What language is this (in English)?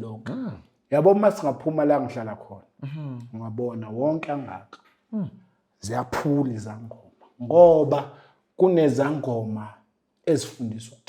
Zulu